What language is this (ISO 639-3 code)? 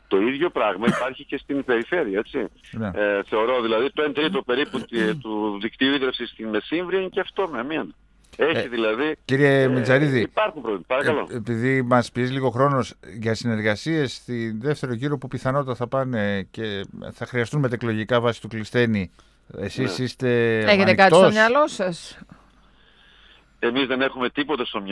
ell